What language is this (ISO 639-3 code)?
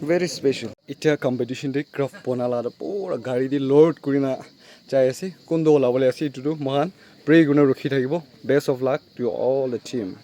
nag